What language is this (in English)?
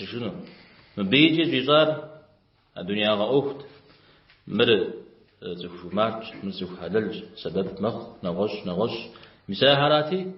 Kabardian